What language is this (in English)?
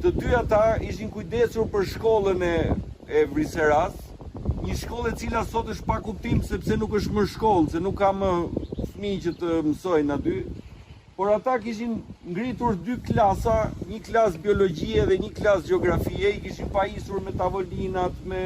Albanian